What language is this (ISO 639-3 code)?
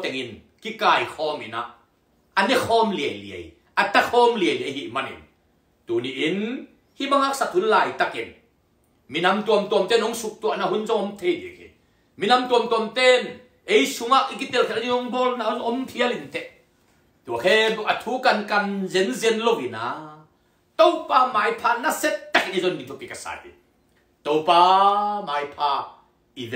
ctd